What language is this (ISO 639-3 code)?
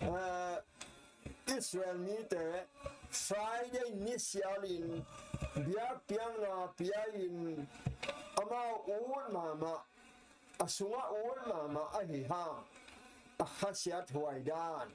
ctd